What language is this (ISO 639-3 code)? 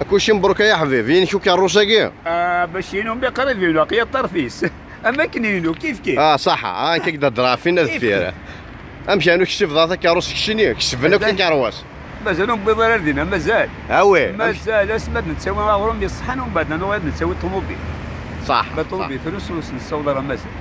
kab